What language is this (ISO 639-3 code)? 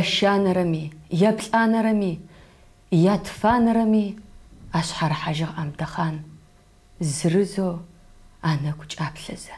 ady